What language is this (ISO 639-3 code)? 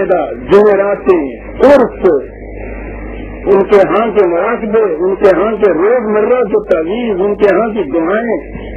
urd